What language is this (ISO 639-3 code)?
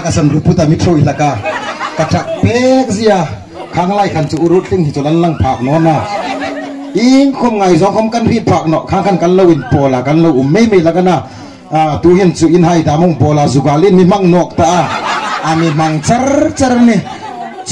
hmr